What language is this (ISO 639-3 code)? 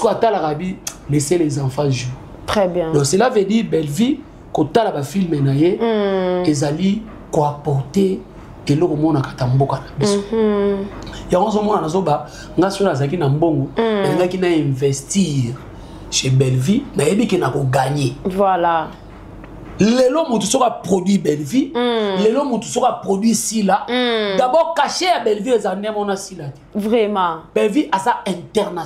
lin